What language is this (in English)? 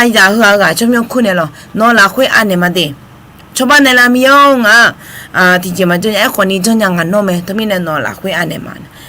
Akha